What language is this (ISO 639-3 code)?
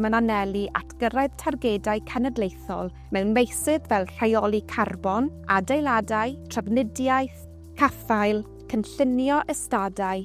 cym